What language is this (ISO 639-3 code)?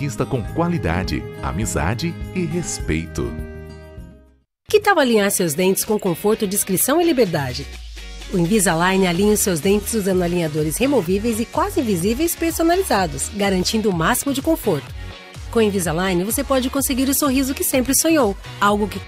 por